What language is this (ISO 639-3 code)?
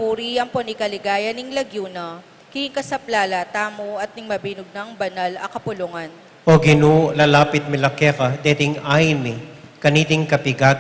pam